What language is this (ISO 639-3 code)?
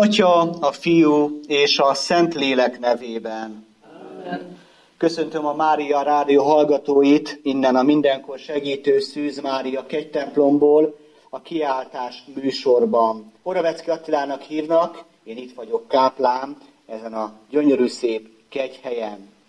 hun